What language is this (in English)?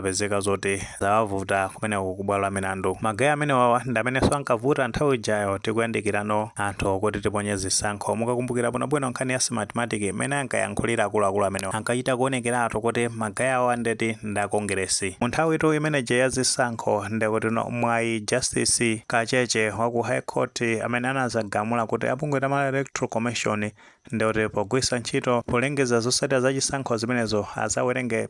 Nyanja